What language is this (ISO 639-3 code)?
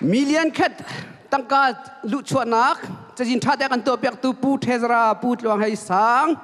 cnh